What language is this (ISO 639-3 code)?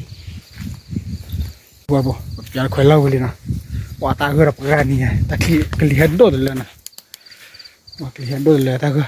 ksw